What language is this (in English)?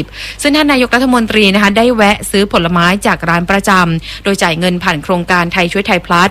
Thai